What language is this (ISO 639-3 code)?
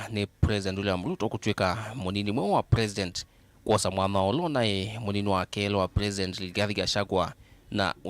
kam